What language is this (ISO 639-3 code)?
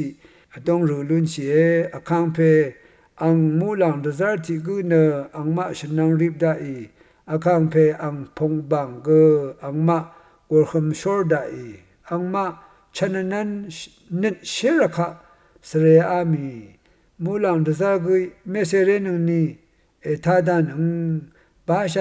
raw